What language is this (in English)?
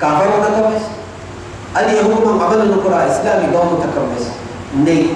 Divehi